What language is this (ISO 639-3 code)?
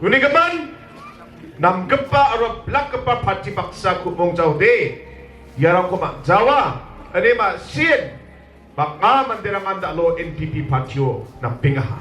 grt